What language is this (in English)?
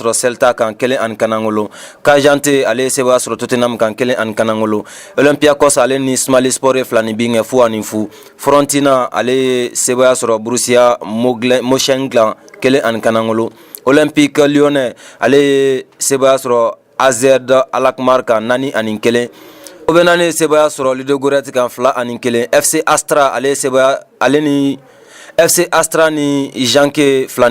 Bambara